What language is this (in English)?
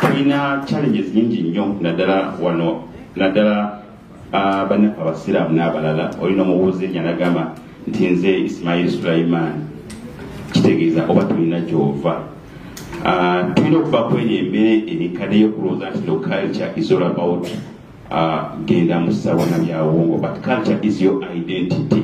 Soga